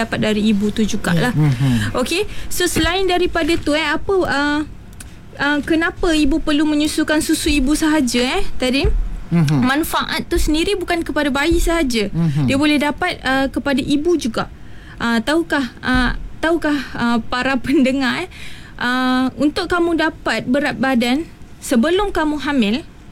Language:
Malay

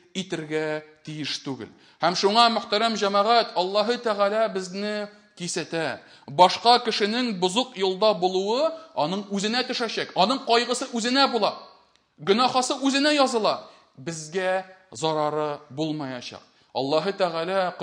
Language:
Tatar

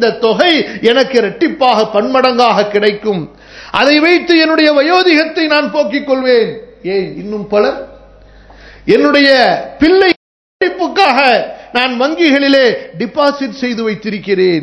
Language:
Tamil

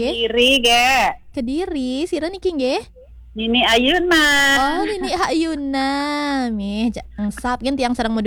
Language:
Balinese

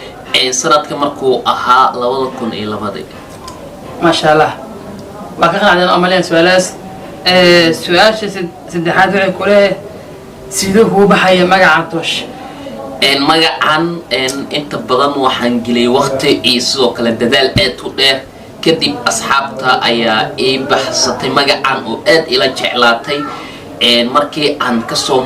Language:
Somali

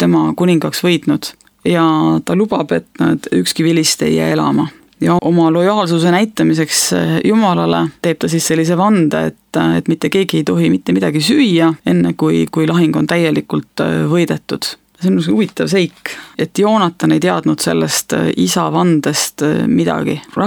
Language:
Estonian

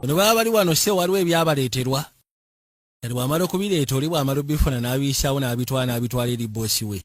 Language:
Ganda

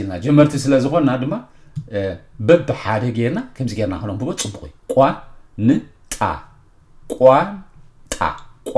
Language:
Tigrinya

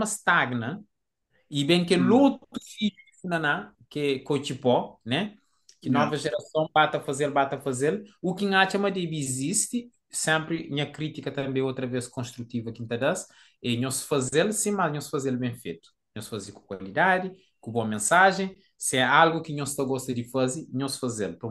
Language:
Kabuverdianu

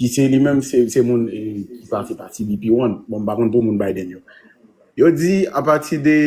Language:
Haitian Creole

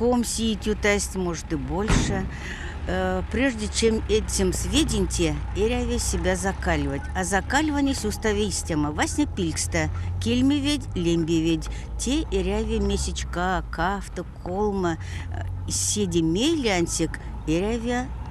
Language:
Erzya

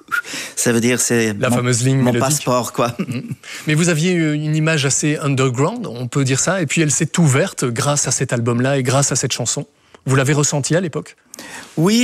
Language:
French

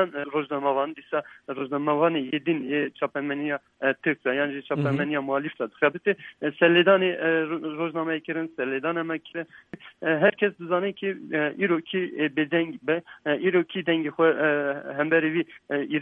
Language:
Kurdish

